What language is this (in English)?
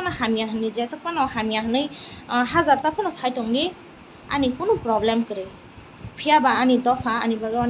Kok Borok